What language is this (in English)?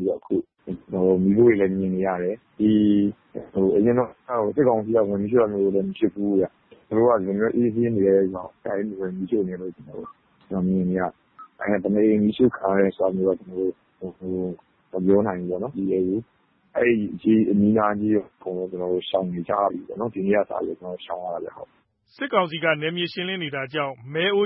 Burmese